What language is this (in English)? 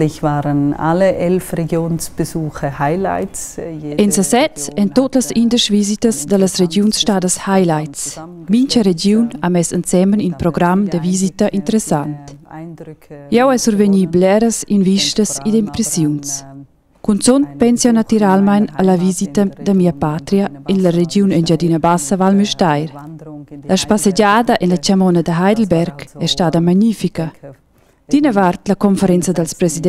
Romansh